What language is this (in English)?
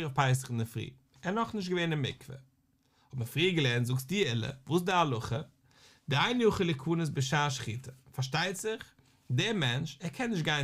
Yiddish